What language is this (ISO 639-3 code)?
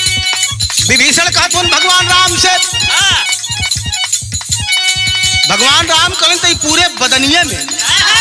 bho